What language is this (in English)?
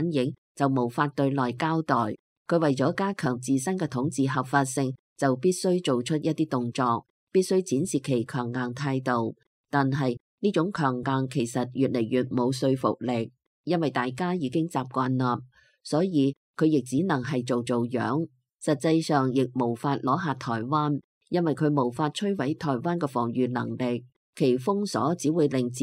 Cantonese